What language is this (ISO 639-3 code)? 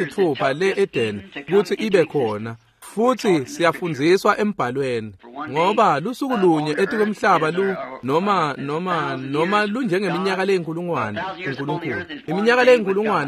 ssw